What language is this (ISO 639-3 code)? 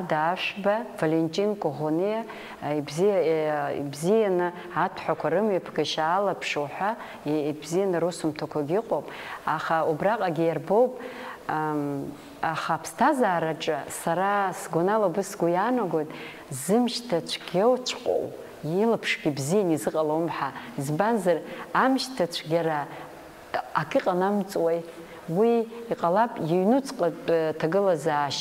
abk